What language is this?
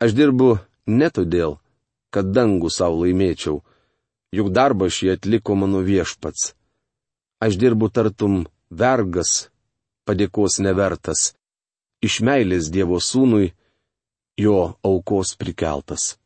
Lithuanian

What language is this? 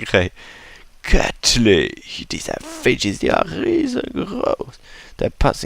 Swiss German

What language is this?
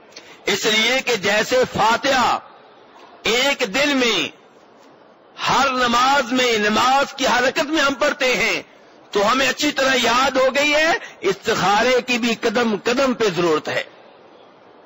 Urdu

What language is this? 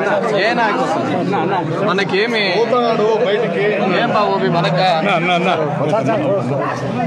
Telugu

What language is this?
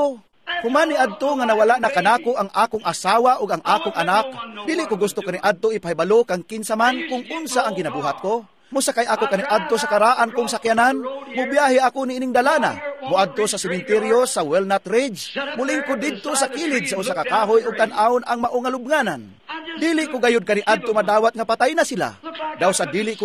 Cebuano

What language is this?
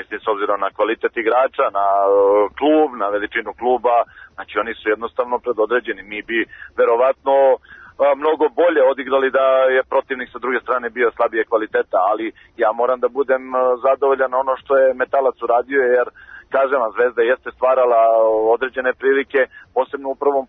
Serbian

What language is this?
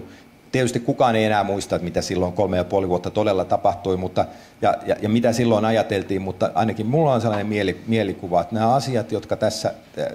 Finnish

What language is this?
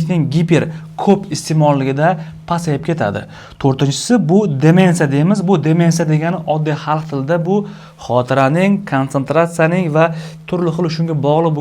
Uzbek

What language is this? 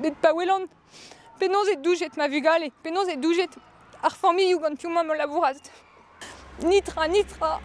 Breton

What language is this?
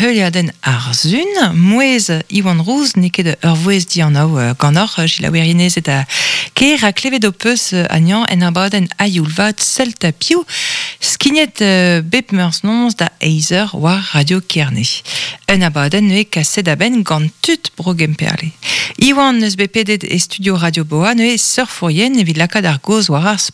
Breton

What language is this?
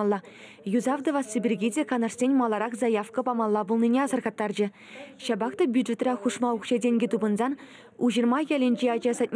Chuvash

